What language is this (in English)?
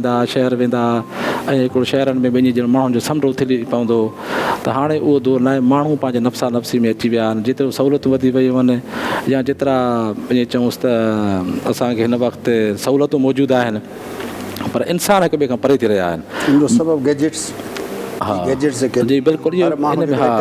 Sindhi